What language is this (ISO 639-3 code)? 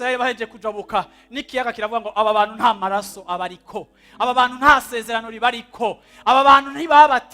run